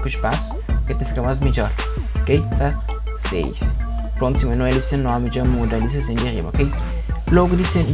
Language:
Kabuverdianu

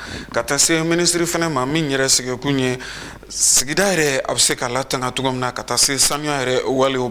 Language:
Bambara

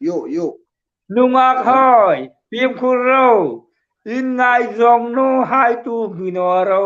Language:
Hmar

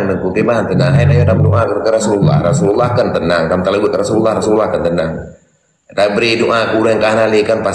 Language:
Achinese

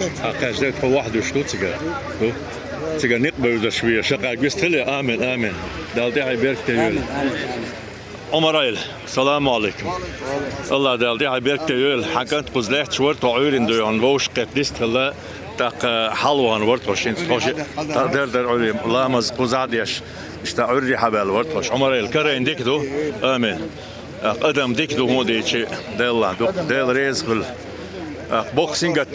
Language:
Chechen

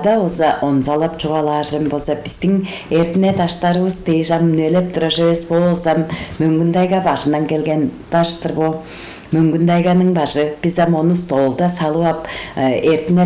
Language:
Tuvinian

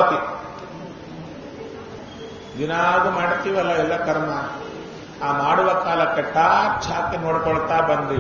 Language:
Kannada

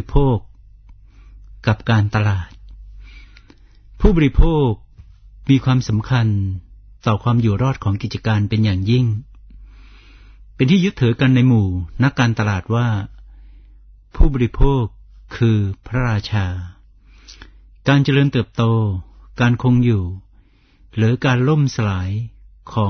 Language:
Thai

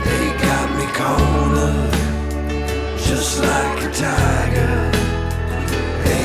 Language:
Estonian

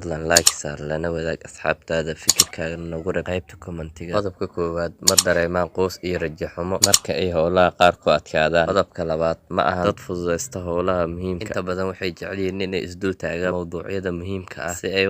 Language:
Somali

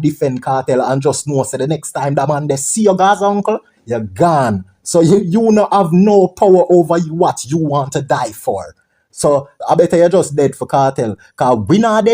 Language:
Jamaican Creole English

